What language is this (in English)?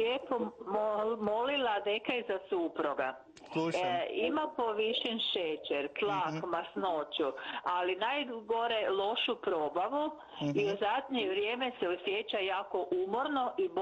Croatian